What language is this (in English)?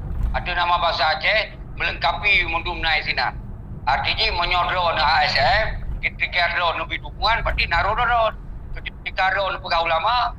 Achinese